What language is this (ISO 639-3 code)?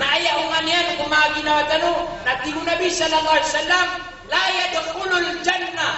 mrw